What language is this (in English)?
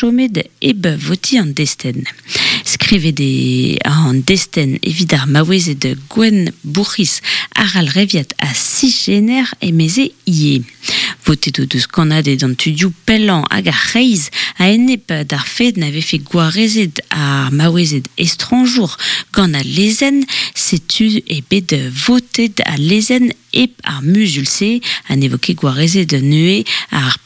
Breton